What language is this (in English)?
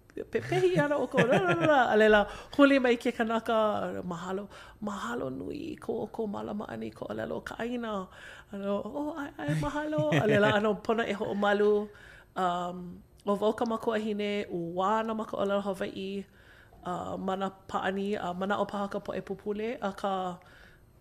Hawaiian